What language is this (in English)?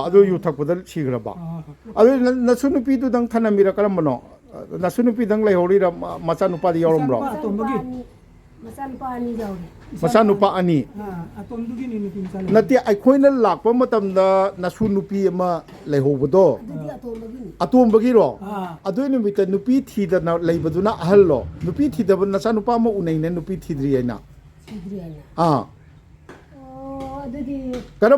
Manipuri